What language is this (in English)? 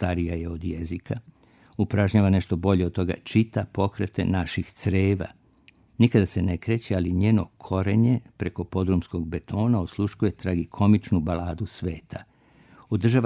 Serbian